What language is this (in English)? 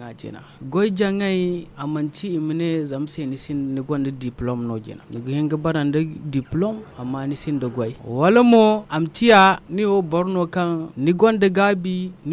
Zarma